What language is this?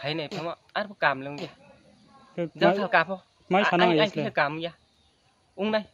Riang (India)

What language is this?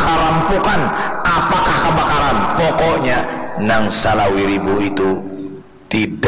Banjar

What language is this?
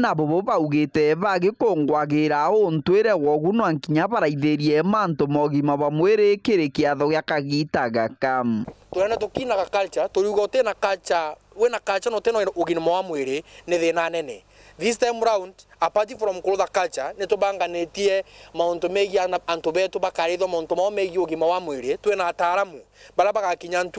Meru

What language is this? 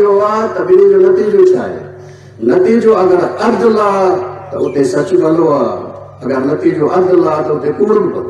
Sindhi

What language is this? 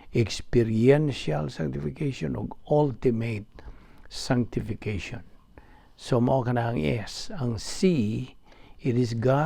Cebuano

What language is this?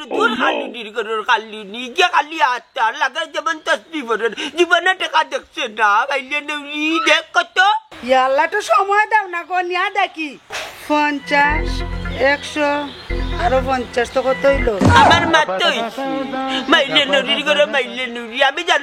Sylheti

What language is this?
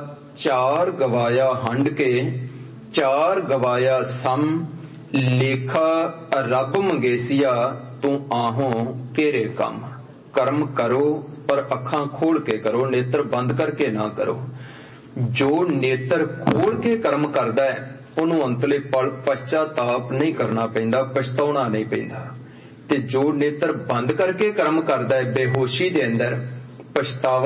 Punjabi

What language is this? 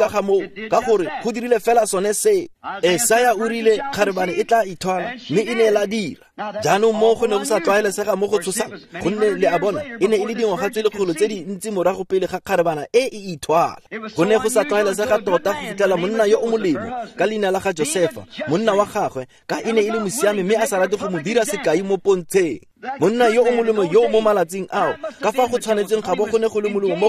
Tswana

